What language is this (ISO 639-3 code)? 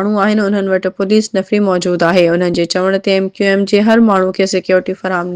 snd